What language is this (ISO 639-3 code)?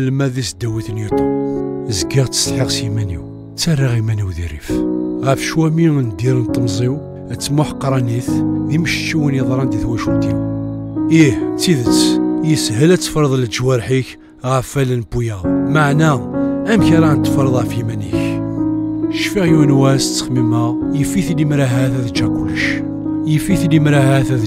kab